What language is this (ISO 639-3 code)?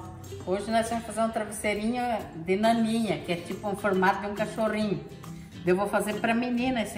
por